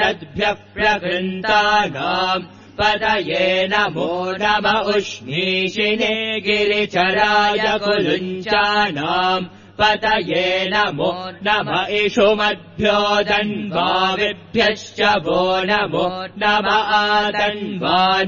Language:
Sanskrit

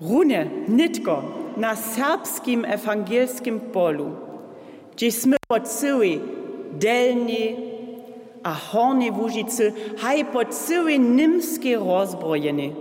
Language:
Upper Sorbian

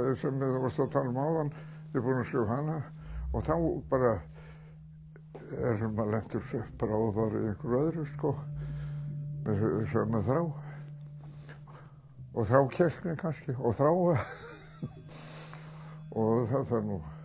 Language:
Icelandic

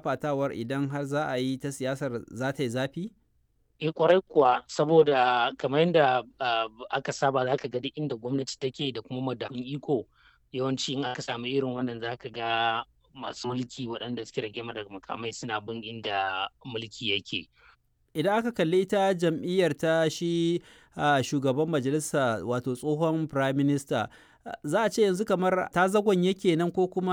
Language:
Hausa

